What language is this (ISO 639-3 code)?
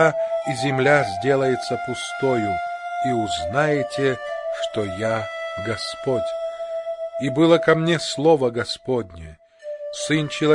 rus